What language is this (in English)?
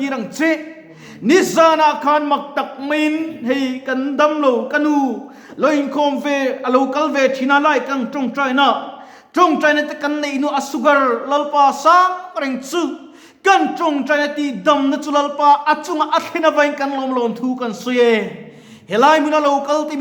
Mizo